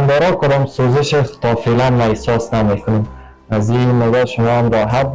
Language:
Persian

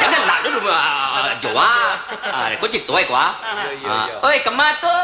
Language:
Minangkabau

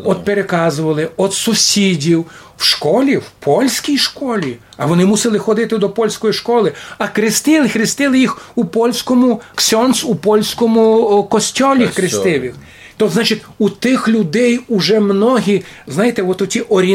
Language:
Rusyn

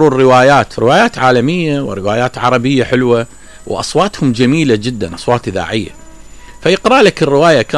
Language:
Mesopotamian Arabic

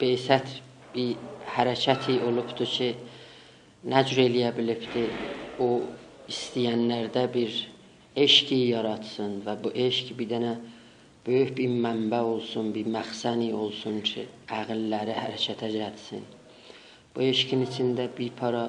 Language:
South Azerbaijani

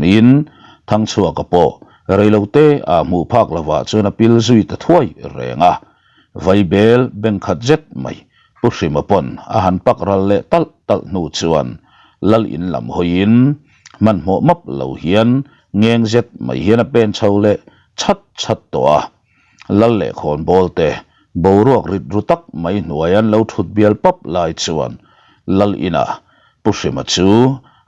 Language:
Mizo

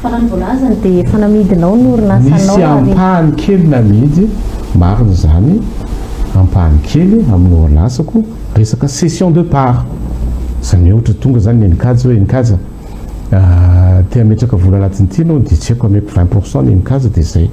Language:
Malagasy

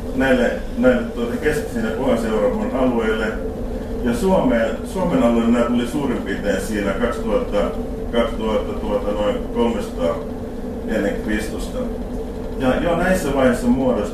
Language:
Finnish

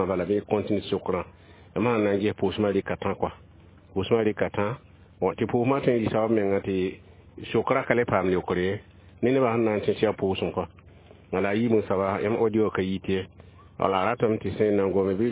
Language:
Mossi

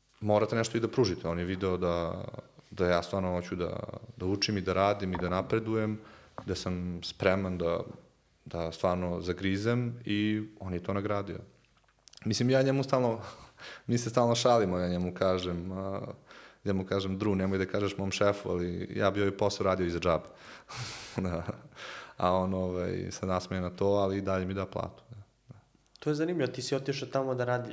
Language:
Serbian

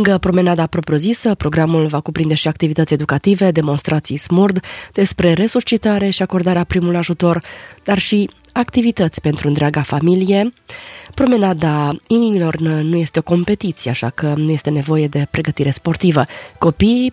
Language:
Romanian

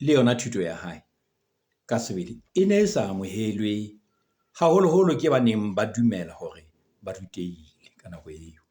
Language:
Southern Sotho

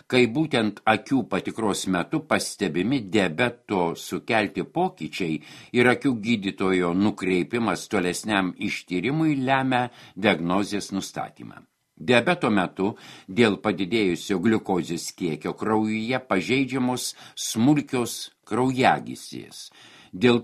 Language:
Lithuanian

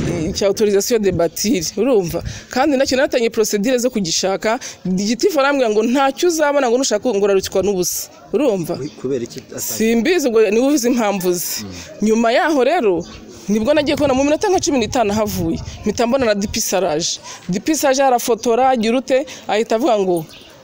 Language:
Kinyarwanda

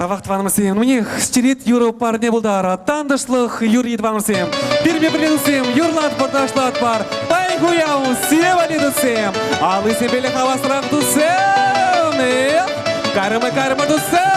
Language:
Chuvash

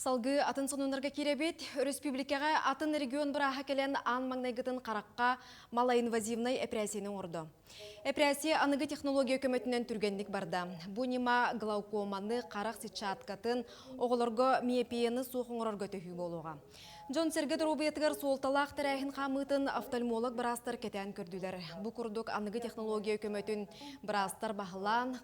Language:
Yakut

